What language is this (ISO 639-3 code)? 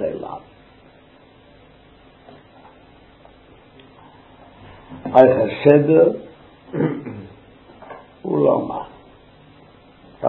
heb